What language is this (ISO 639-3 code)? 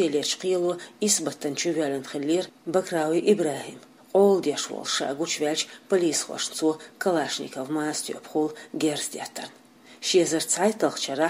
che